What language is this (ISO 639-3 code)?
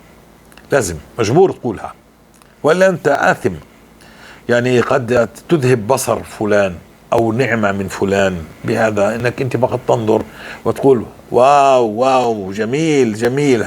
apc